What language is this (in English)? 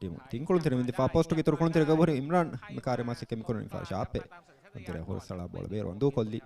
Divehi